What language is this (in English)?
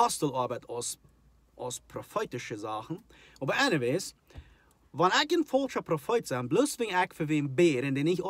Plautdietsch